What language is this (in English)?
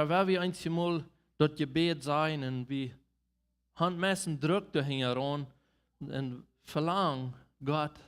Plautdietsch